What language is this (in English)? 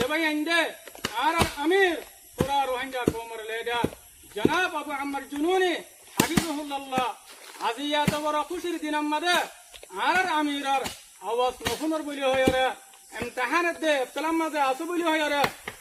Rohingya